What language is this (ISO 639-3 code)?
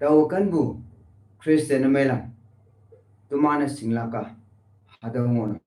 nbe